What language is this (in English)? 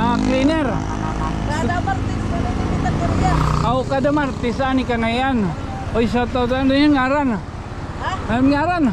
Waray